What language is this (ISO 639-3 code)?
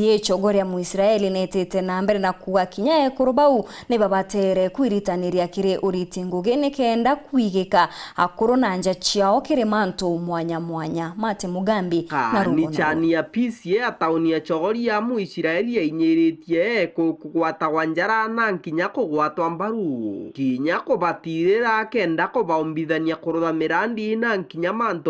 mer